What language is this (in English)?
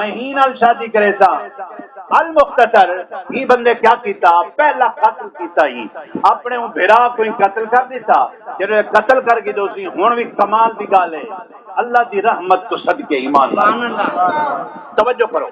Saraiki